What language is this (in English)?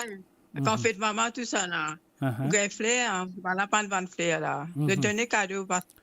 Morisyen